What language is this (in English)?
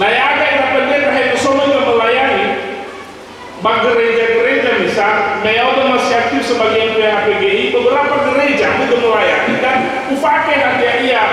Nias